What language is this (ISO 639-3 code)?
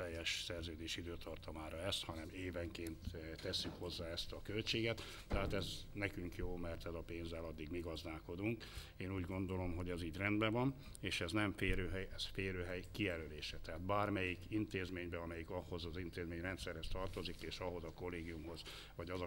hun